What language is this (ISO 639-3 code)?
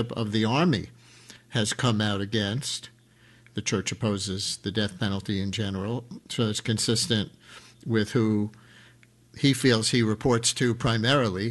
eng